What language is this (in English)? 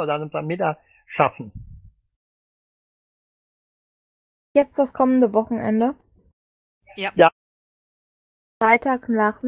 German